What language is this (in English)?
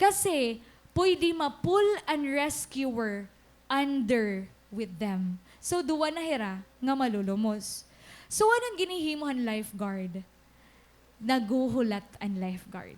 Waray